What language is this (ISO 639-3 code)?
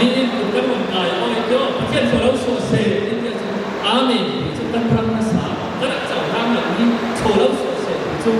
cfm